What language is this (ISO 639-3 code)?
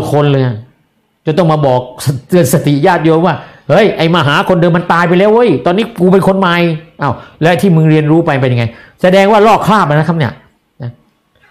tha